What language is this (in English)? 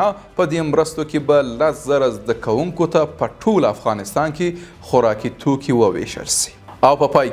Pashto